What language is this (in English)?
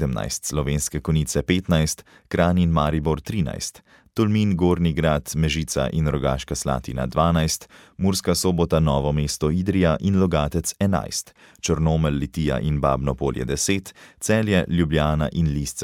Slovenian